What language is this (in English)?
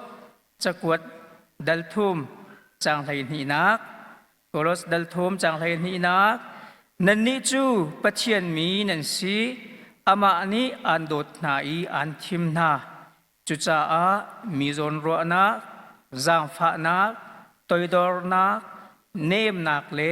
Hakha Chin